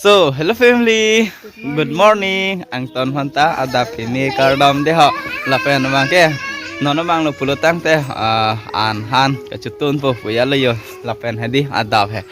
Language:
Karbi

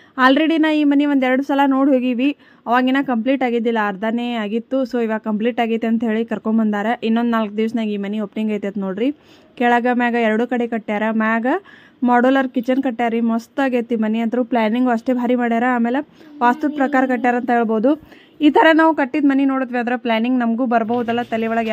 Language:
Kannada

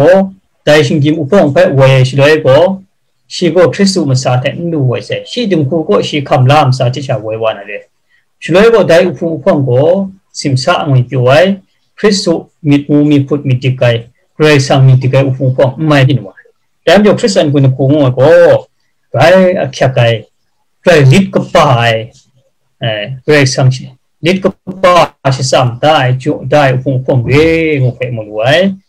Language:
Kachin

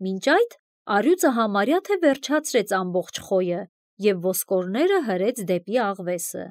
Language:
Armenian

